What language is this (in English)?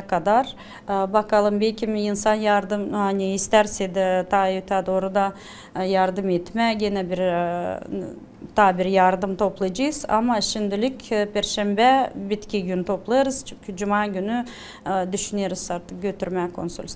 Gagauz